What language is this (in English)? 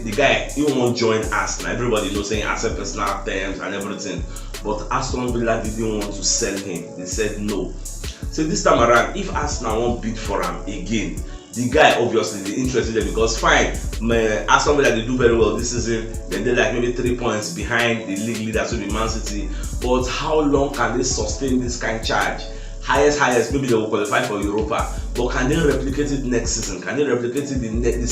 Nigerian Pidgin